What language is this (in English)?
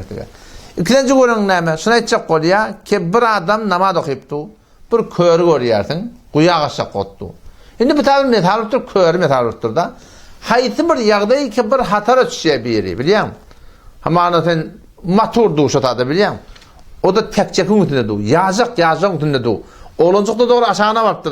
Turkmen